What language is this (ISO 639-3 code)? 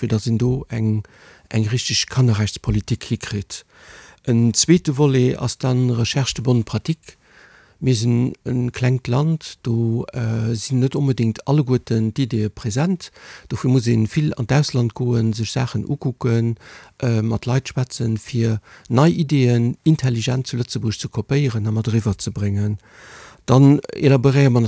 ltz